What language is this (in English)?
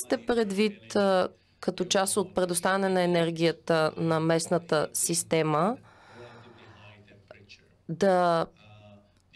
Bulgarian